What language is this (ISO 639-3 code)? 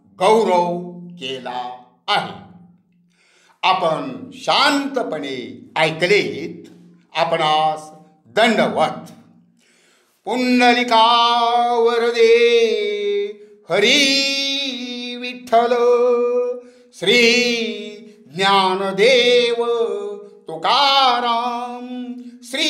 mar